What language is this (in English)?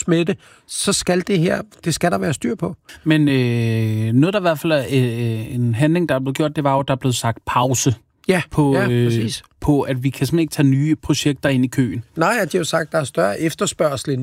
Danish